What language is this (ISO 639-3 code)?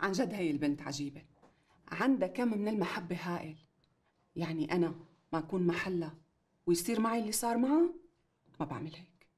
apc